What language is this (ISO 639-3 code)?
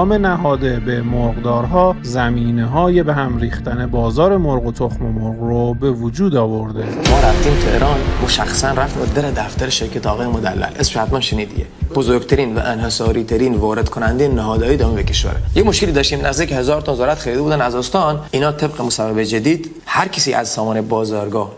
fas